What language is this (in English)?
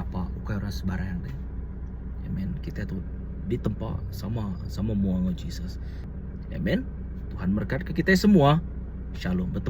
Iban